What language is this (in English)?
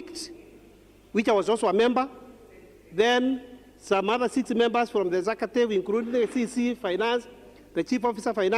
Meru